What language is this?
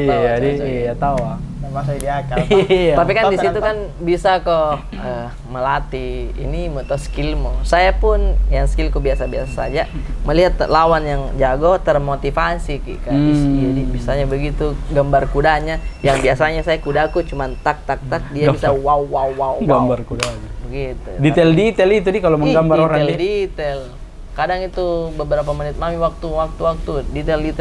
Makassar Malay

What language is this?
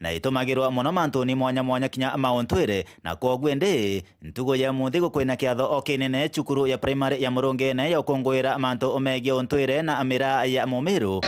Meru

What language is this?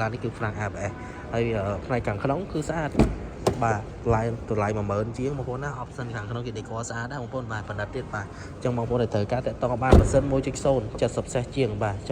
Khmer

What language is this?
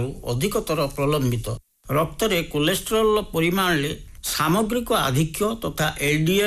Odia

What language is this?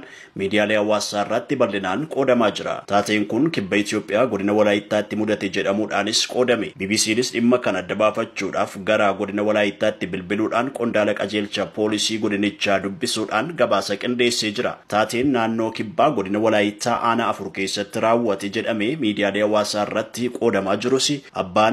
Oromo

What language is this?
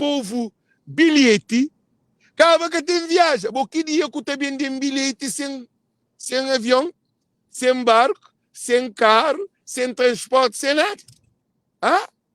Kabuverdianu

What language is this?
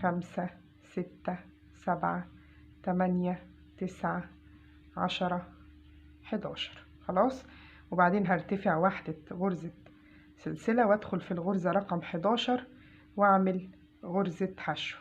Egyptian Arabic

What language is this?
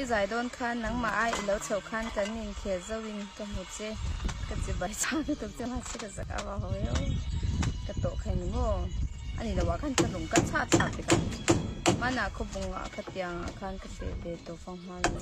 Mizo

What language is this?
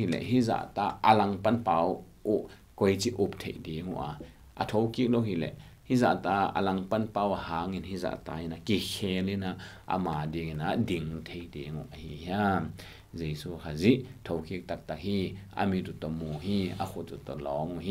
Tedim Chin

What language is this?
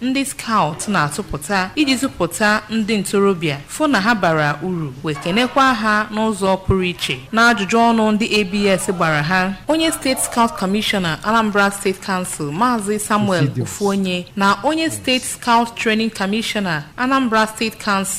Igbo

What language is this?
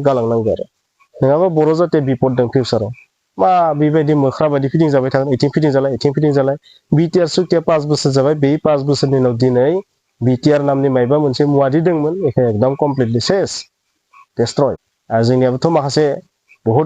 Bodo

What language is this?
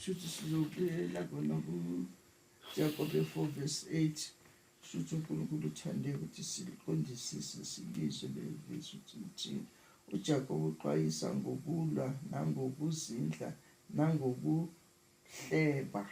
Zulu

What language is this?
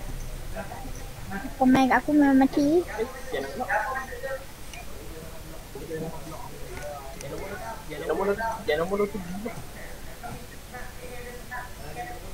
Malay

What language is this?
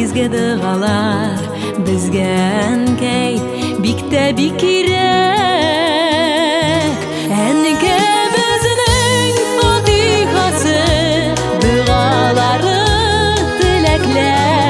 Tatar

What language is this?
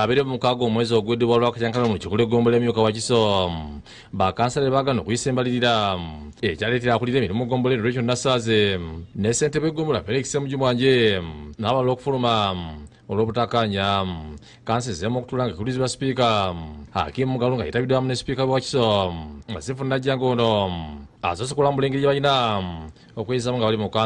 Ganda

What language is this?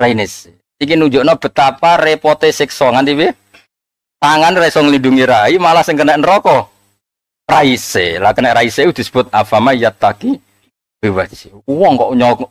Javanese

